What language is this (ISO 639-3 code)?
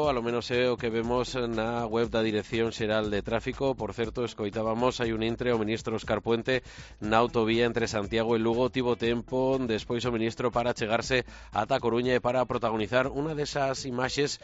glg